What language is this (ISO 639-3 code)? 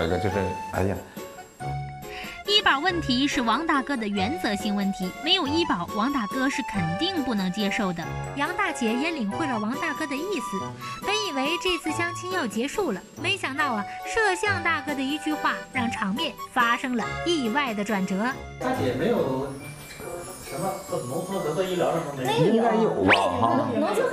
zho